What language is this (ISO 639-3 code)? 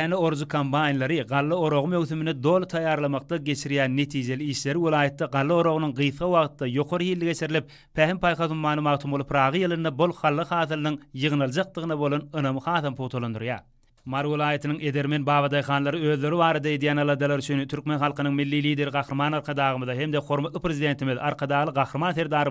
tuk